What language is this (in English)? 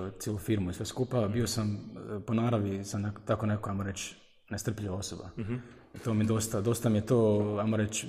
Croatian